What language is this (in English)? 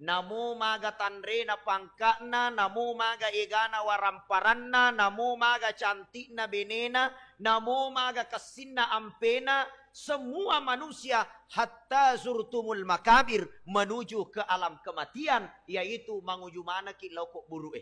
Buginese